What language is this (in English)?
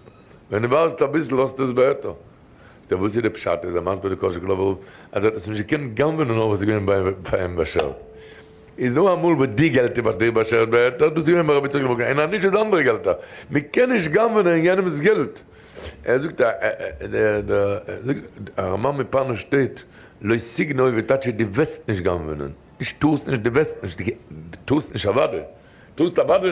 Yiddish